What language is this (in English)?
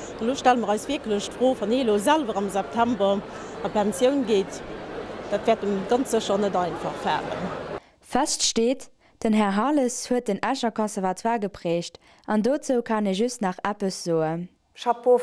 Luxembourgish